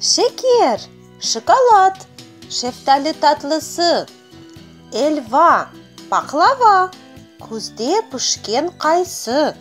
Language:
Crimean Tatar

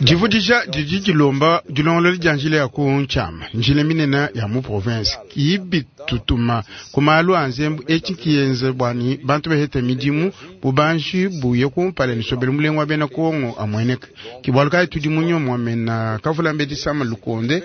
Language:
Luba-Lulua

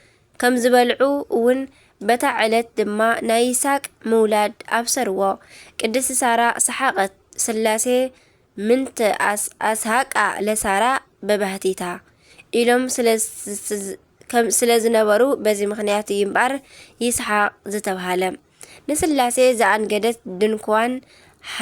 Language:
Tigrinya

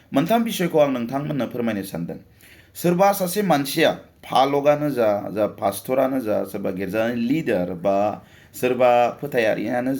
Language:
Bodo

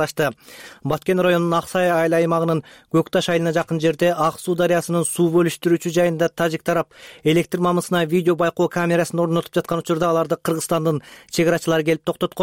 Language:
Kyrgyz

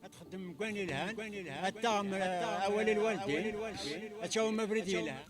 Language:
Kabyle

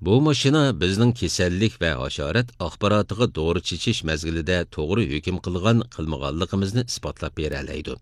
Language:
Uyghur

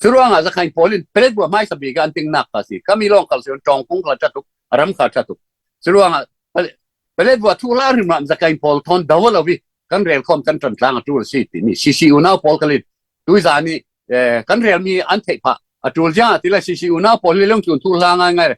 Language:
Falam Chin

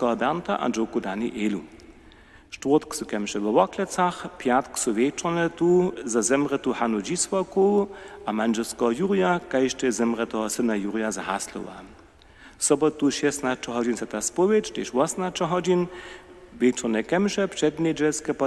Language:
Upper Sorbian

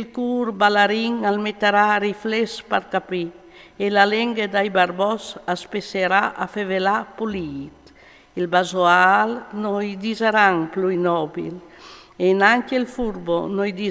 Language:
Friulian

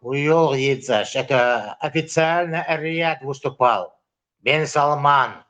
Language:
Chechen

